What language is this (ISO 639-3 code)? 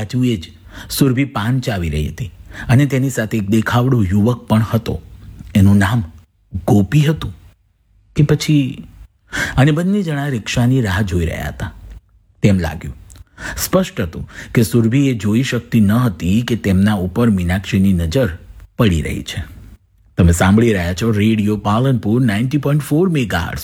guj